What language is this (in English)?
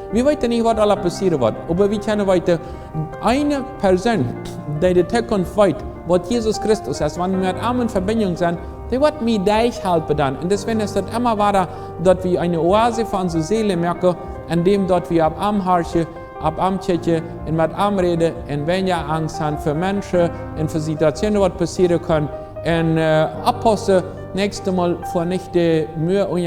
Plautdietsch